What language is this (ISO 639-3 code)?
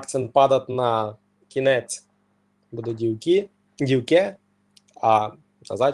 rue